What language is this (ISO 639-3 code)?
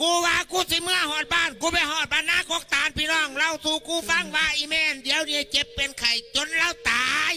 tts